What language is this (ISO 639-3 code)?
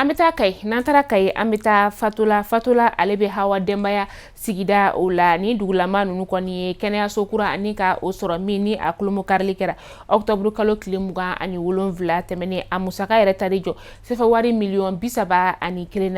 bam